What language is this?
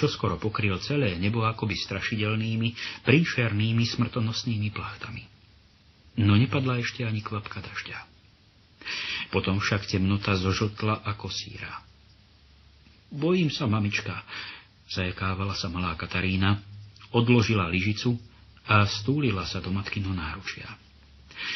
Slovak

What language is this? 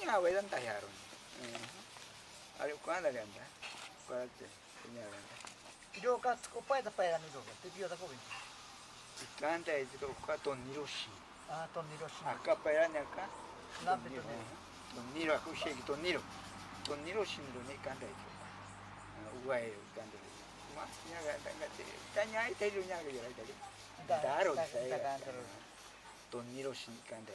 Ashéninka Perené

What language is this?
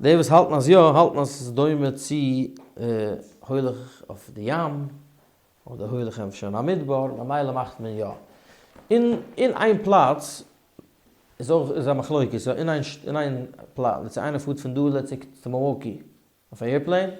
Yiddish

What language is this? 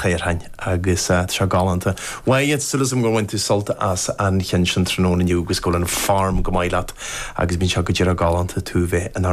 Irish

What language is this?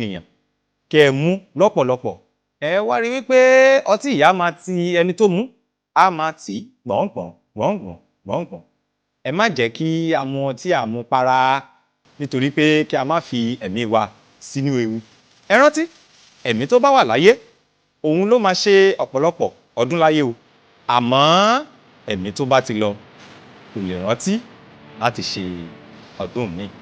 Yoruba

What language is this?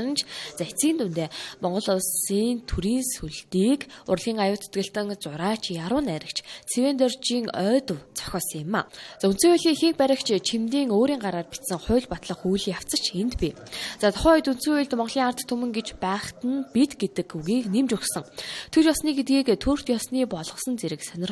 Mongolian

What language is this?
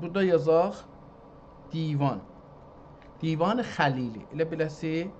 South Azerbaijani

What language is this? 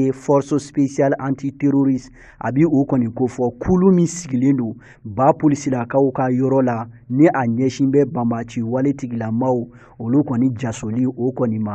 Bambara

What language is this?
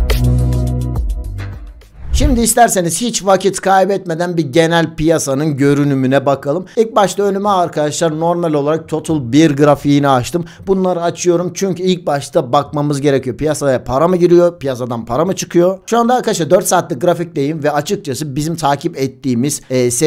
Turkish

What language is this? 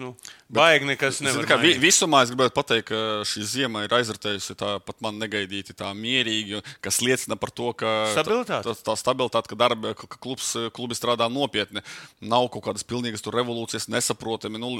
Latvian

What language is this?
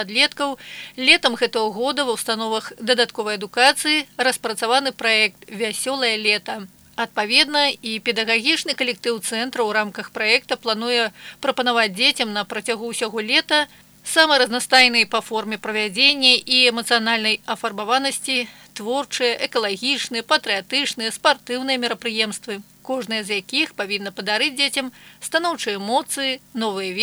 Belarusian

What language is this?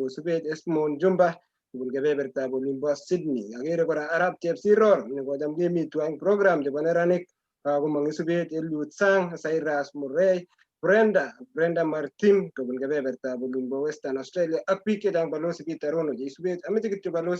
Kalenjin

